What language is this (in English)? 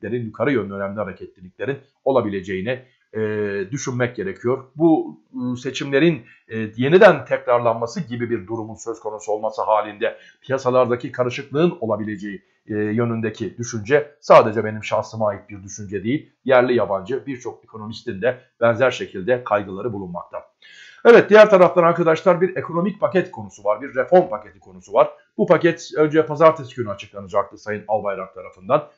Turkish